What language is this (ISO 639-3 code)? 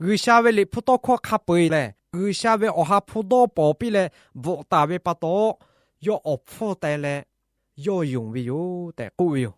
lhu